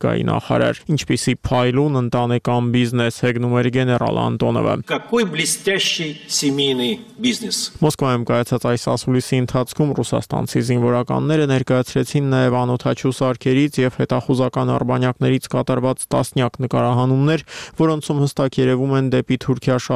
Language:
Armenian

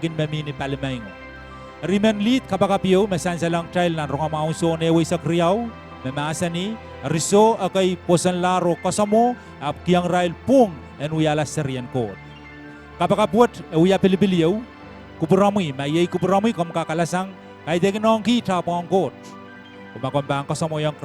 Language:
Pohnpeian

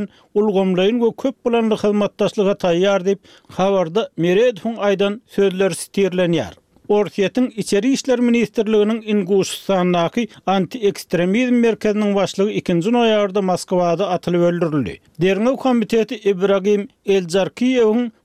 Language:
Turkmen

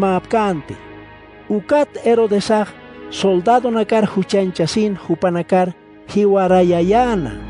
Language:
Aymara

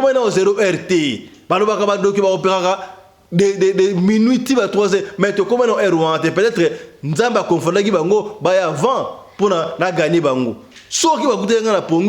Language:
Lingala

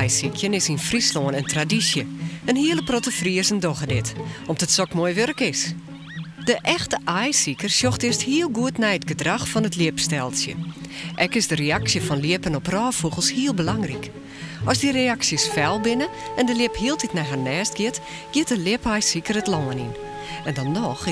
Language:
Western Frisian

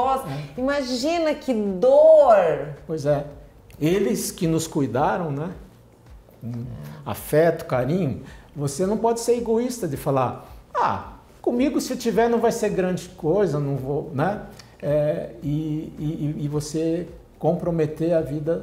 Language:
Portuguese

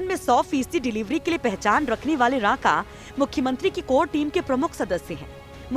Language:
Hindi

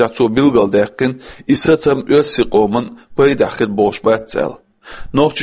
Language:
Chechen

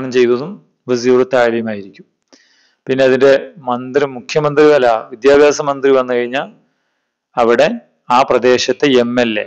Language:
Malayalam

